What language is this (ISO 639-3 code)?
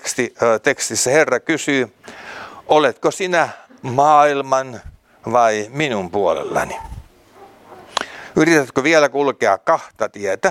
fin